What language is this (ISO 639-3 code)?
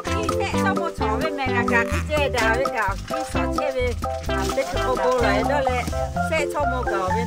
lhu